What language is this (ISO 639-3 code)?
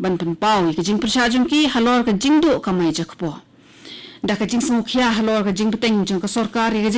kha